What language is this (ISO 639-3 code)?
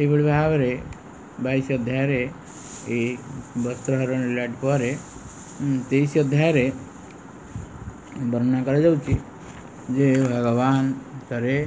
ori